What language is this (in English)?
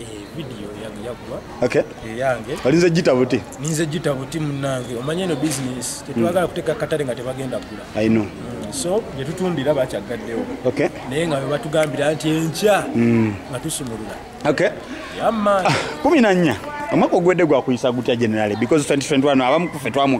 Ganda